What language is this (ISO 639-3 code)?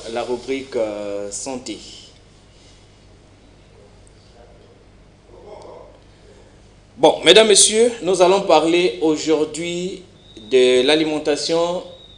fra